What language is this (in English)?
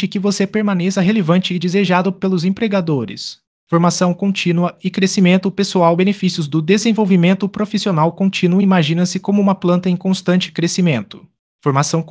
Portuguese